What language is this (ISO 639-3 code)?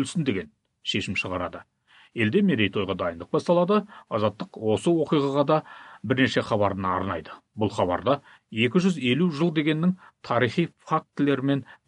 kaz